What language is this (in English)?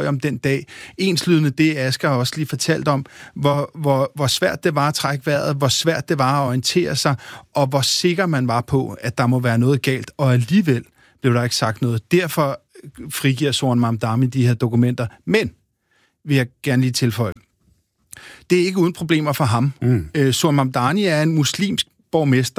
Danish